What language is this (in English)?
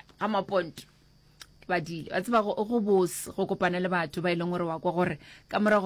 Northern Sotho